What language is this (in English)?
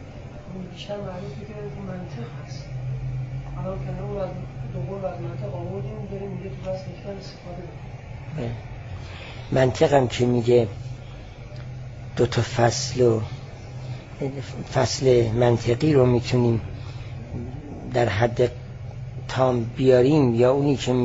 Persian